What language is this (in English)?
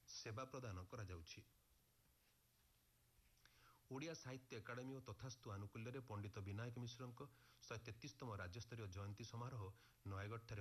Odia